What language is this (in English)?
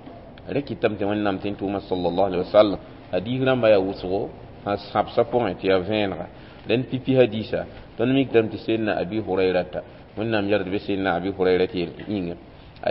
Mossi